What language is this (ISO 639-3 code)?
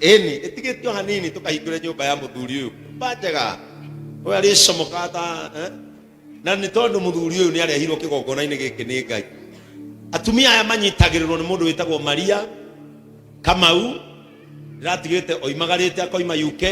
kik